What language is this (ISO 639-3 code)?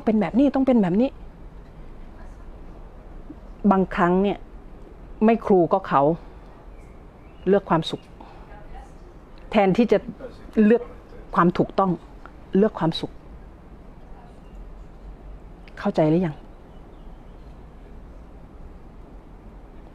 tha